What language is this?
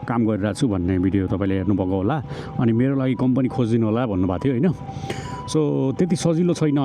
Nepali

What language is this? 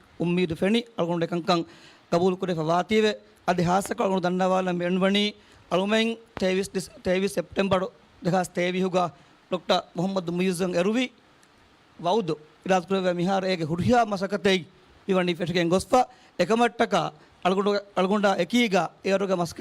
Divehi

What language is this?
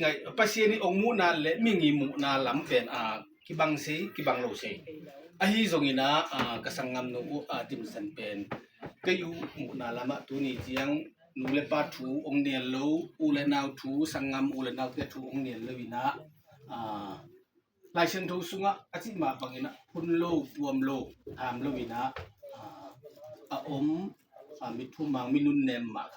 Tedim Chin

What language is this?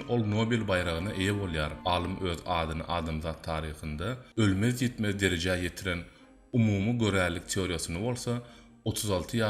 Turkmen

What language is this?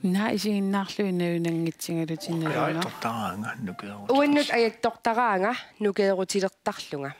Kalaallisut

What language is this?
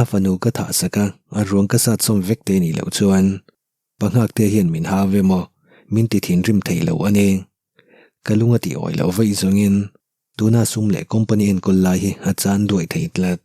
Mizo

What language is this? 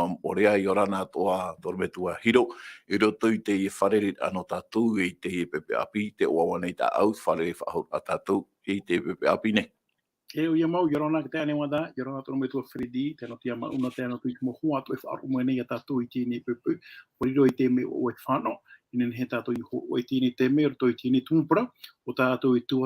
Tahitian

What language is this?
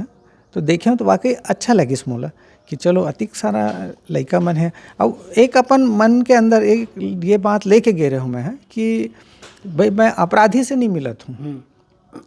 Chhattisgarhi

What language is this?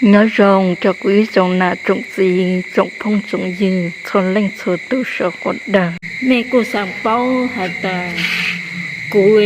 Hmong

